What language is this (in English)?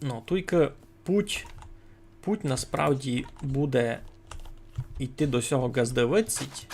Rusyn